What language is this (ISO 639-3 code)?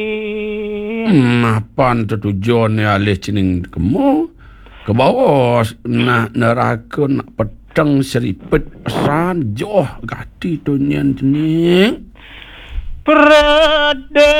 ban